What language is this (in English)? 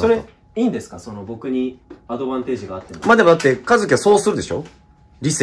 Japanese